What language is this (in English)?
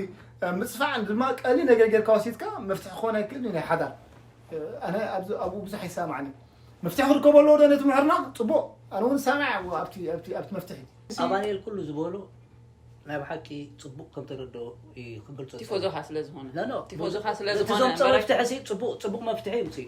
Tigrinya